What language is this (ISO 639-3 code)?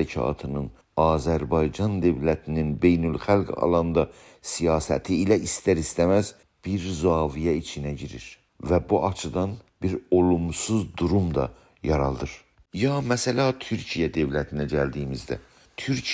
azb